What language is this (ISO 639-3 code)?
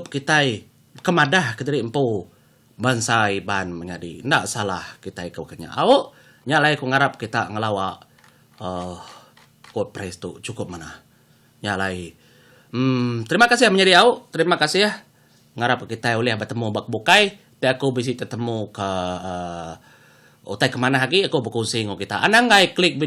iba